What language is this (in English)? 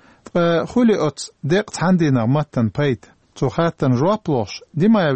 Chechen